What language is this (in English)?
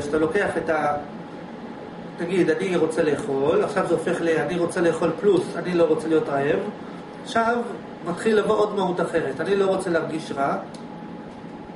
Hebrew